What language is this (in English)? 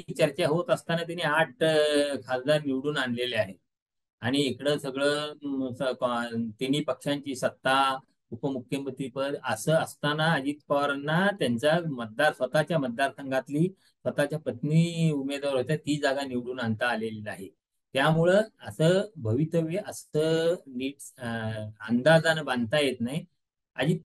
Marathi